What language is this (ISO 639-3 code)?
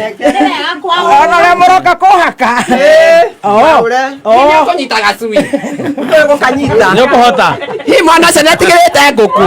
kik